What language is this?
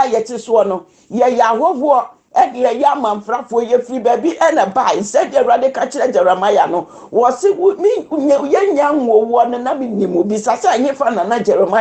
Akan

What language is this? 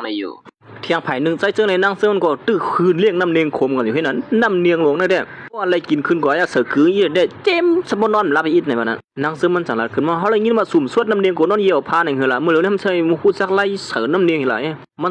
Shan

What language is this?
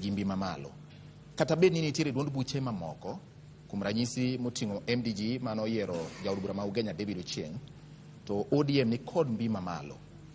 Luo (Kenya and Tanzania)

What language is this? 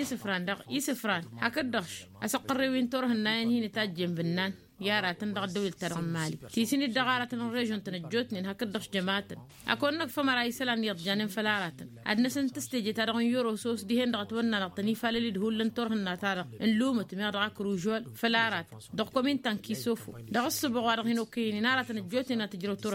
Tamasheq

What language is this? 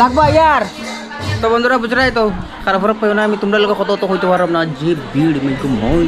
Sylheti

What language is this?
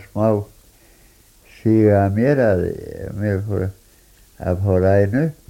Icelandic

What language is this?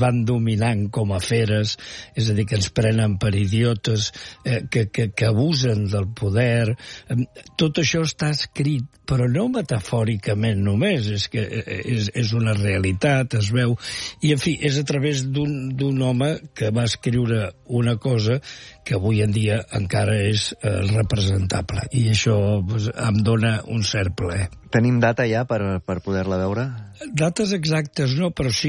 Catalan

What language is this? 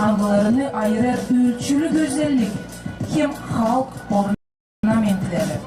Gagauz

